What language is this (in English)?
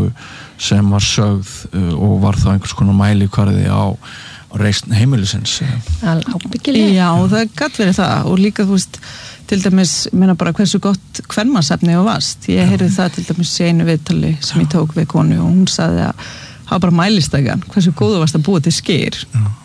Icelandic